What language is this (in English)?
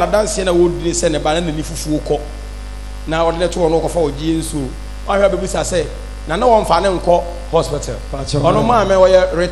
Akan